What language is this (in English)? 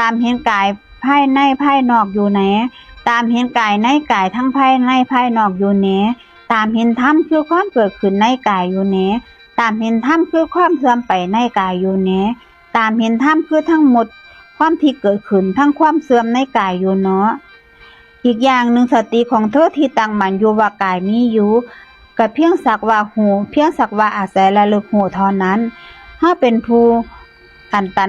Northeastern Thai